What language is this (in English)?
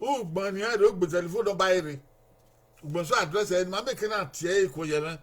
Bini